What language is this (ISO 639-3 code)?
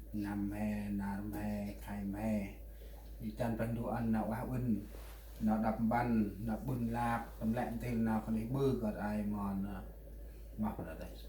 cmo